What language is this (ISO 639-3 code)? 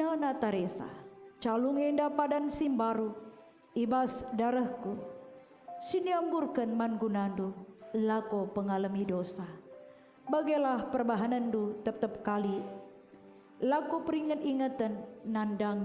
btx